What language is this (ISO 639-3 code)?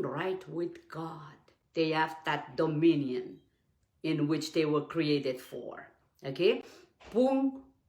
pon